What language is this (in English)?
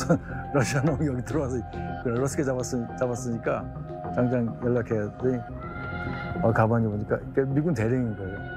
Korean